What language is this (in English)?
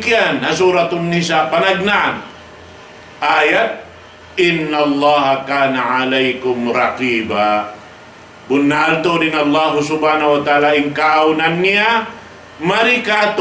Tausug